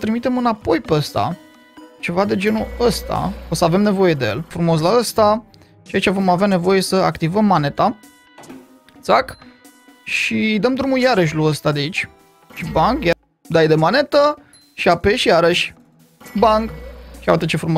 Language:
Romanian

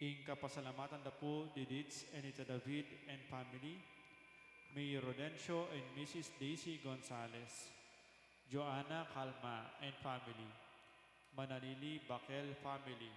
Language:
Pampanga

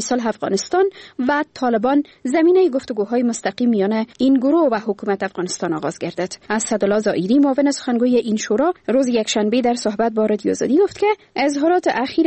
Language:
Persian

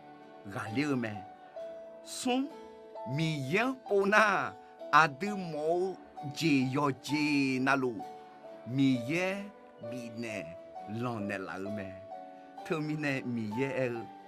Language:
Akha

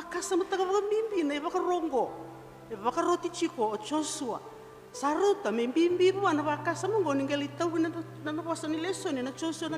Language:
Fijian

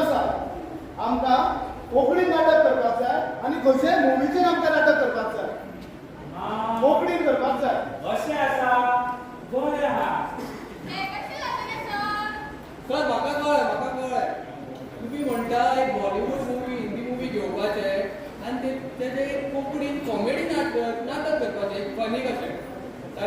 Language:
Konkani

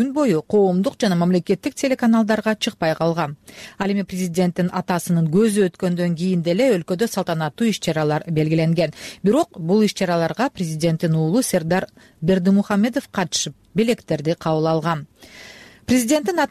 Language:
Kyrgyz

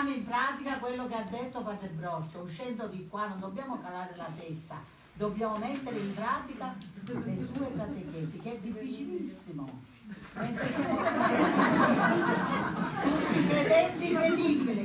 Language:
Italian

